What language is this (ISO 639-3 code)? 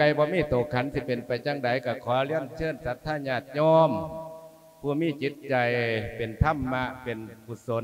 lao